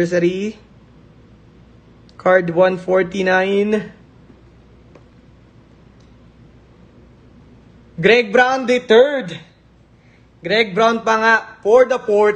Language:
Filipino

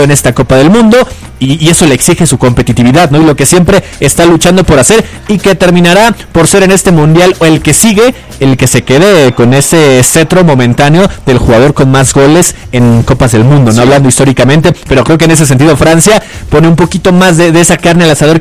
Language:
Spanish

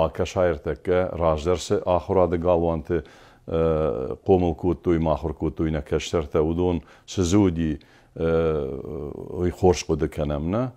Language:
Ossetic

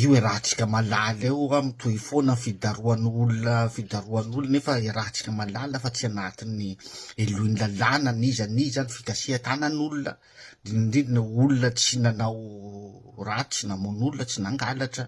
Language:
Malagasy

